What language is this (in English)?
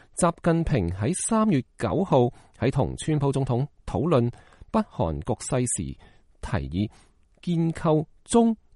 Cantonese